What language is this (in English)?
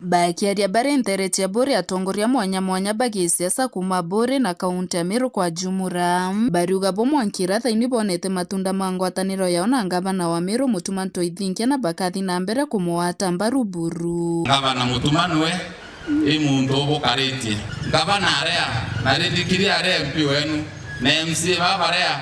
Meru